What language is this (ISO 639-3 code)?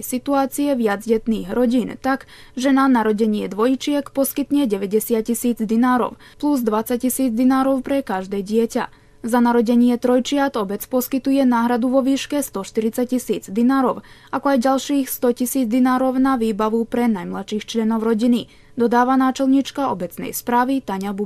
slk